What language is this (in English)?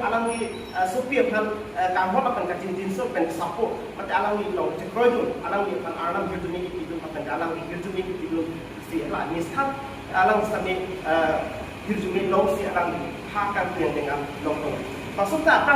Karbi